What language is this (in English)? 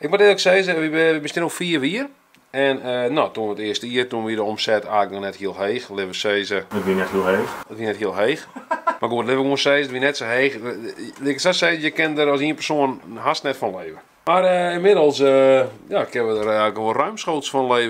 Western Frisian